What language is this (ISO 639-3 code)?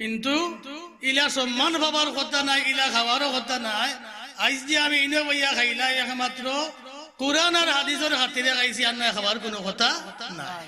syl